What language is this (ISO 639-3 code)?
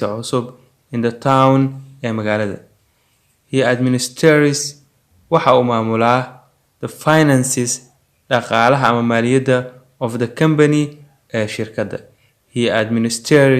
som